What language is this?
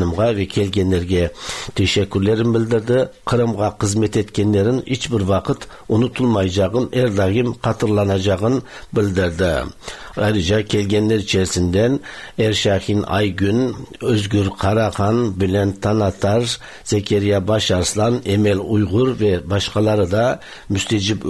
Tatar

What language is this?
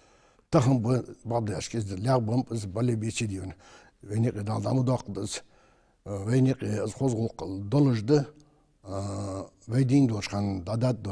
Ingush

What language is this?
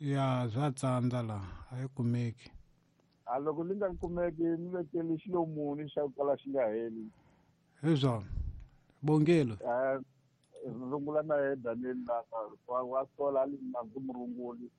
Tsonga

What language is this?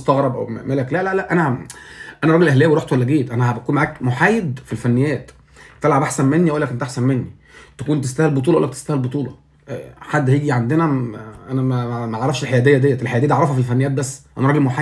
Egyptian Arabic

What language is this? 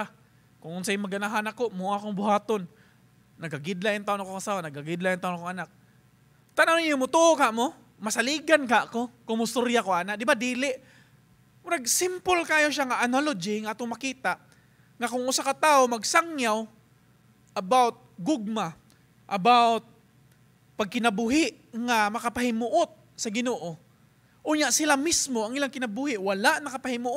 Cebuano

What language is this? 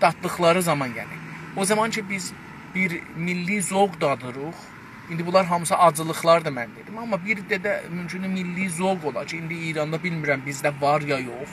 South Azerbaijani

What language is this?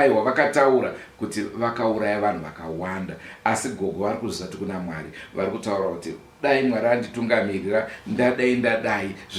Shona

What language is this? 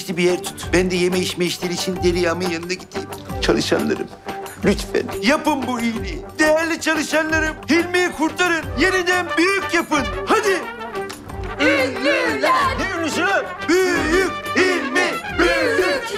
Turkish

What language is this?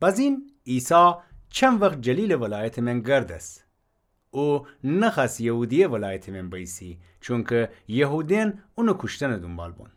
Gilaki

